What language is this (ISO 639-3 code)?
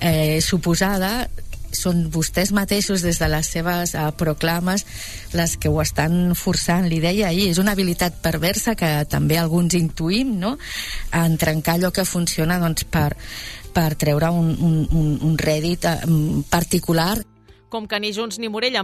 cat